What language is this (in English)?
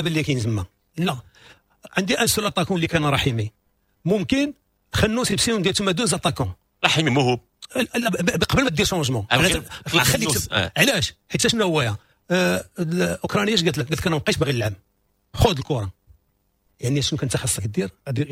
Moroccan Arabic